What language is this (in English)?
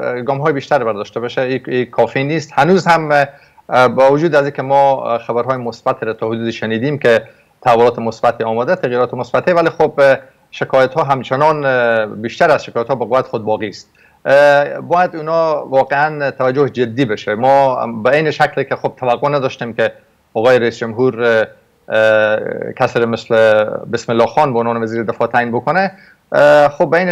Persian